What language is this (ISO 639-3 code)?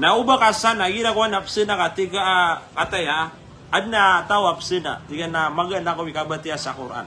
mrw